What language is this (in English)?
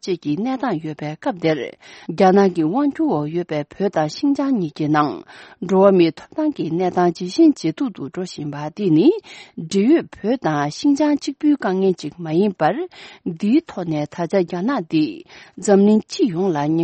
Tibetan